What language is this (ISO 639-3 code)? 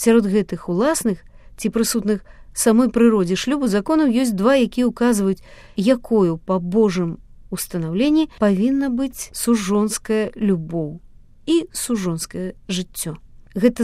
bel